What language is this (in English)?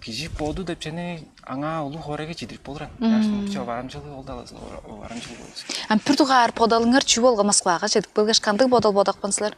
Tuvinian